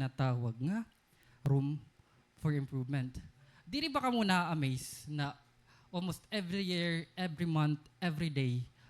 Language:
Waray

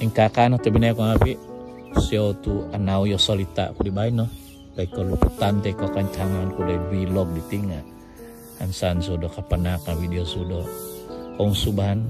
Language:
Central Dusun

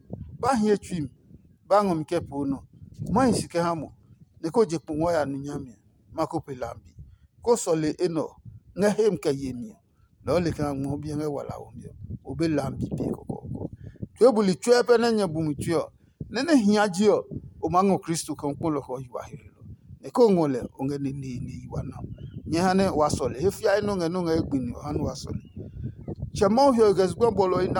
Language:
Adangme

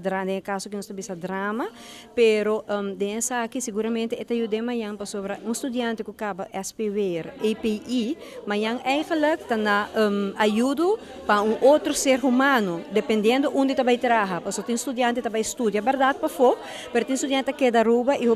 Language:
Papiamento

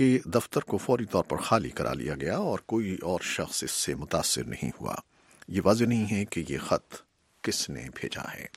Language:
Urdu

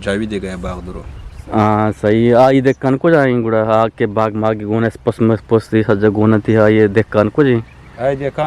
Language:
Eastern Balochi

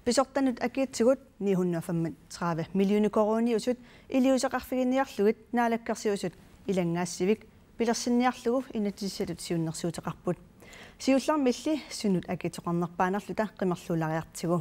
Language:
Kalaallisut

